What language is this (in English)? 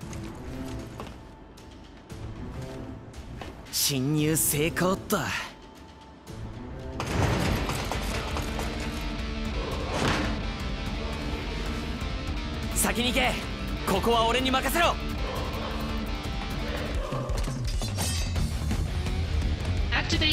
Japanese